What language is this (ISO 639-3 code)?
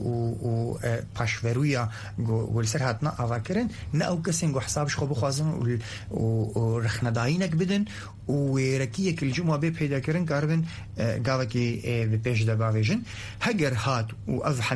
kur